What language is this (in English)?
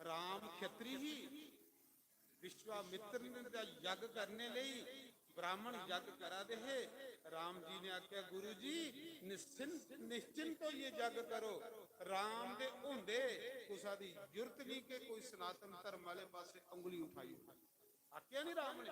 Dogri